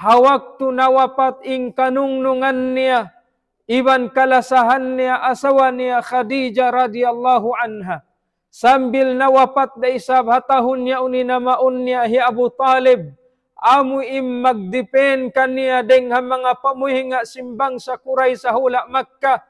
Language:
Tausug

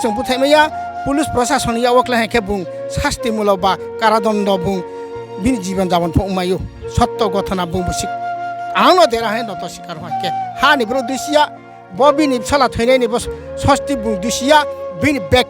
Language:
Riang (India)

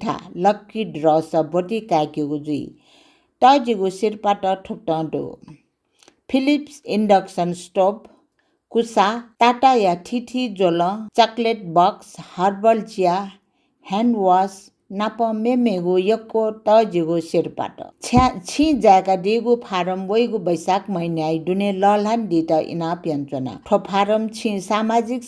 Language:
Newari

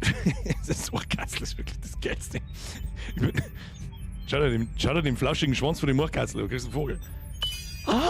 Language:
Bavarian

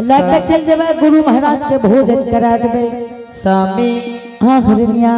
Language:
Angika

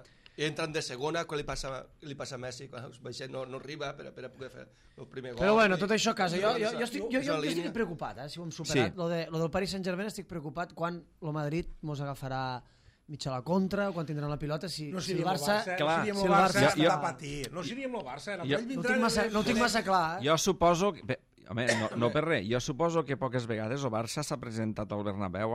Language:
Catalan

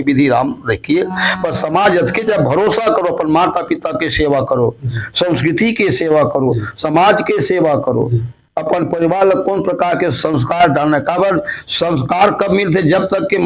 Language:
Chhattisgarhi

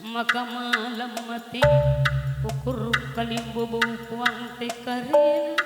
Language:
Batak Karo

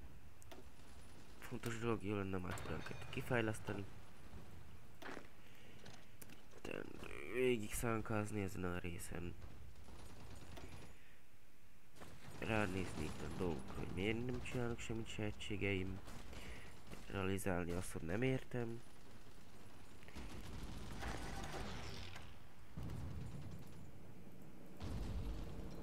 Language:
Hungarian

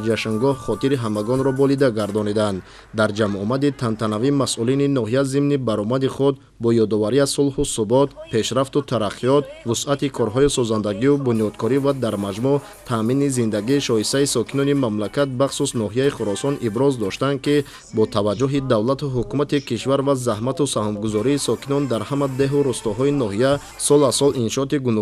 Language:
Tajik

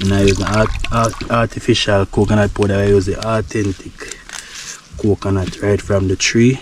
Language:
Jamaican Creole English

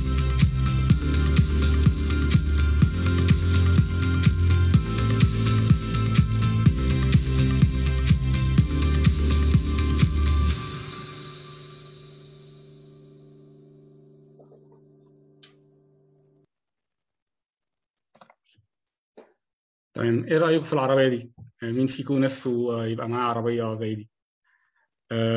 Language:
Egyptian Arabic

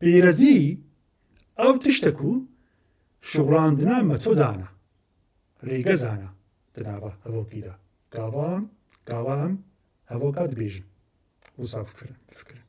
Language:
Kurdish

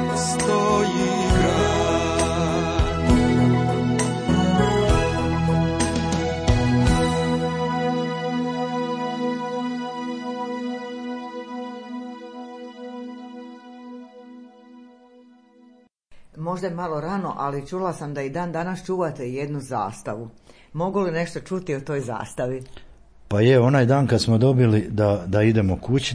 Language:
Croatian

